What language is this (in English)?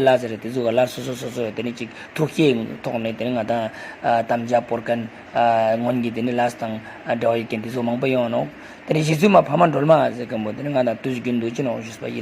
Tibetan